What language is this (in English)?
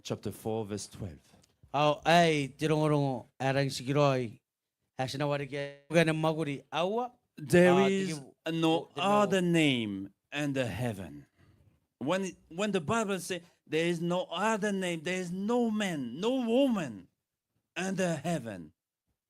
Gilbertese